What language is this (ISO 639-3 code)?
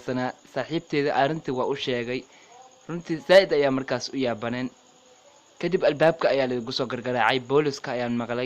som